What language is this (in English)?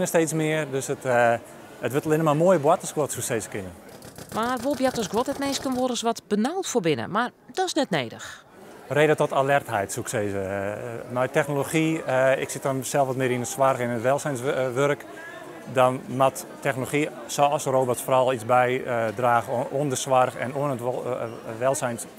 Western Frisian